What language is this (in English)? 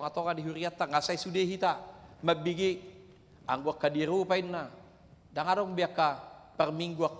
Batak Toba